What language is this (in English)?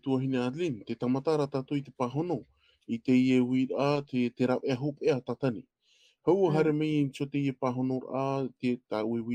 Tahitian